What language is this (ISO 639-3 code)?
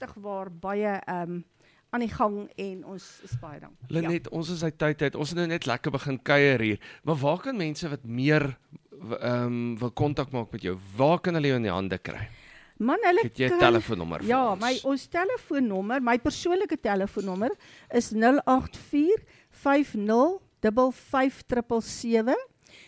afr